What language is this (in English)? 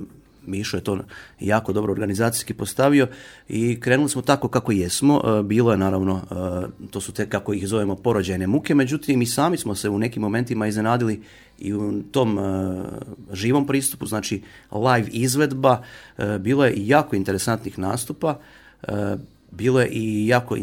Croatian